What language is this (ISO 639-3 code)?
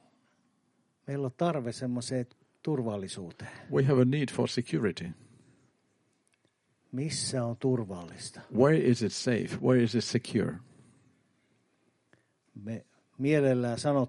fin